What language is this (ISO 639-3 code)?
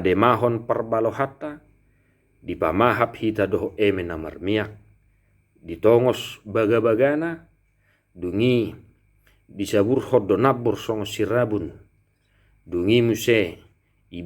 bbc